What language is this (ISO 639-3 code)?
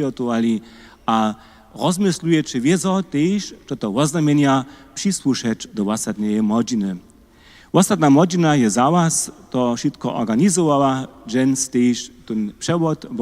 hsb